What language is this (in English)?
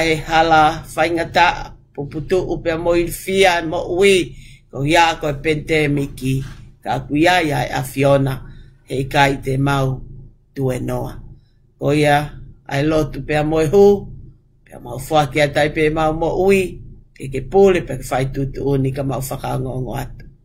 Tongan